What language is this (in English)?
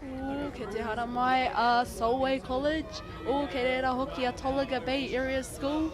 Māori